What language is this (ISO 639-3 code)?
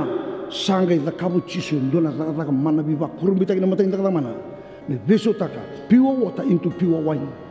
fij